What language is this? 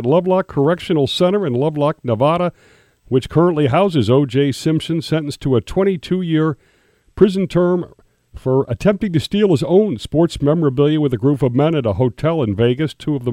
English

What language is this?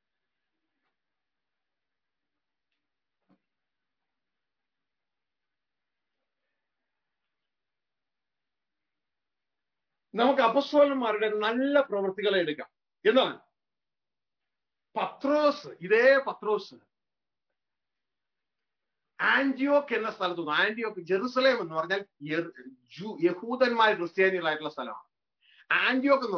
Malayalam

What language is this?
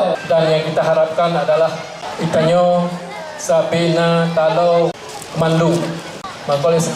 Achinese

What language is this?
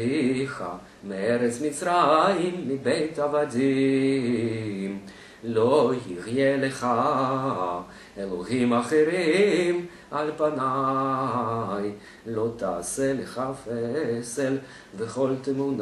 Hebrew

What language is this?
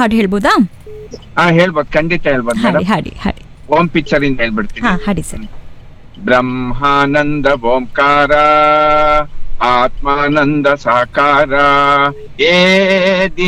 Kannada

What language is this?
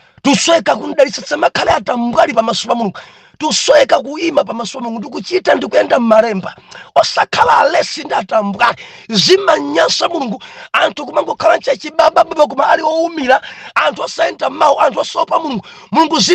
Nyanja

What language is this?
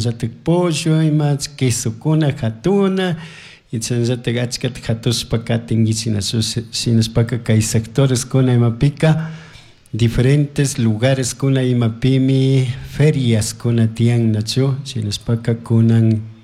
Chimborazo Highland Quichua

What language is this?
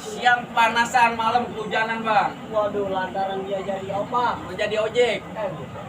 Betawi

